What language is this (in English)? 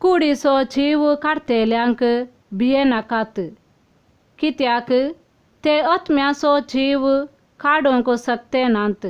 Konkani